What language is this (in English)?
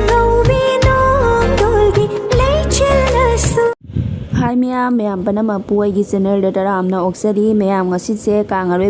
Manipuri